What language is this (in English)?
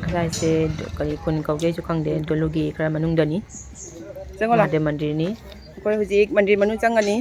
Manipuri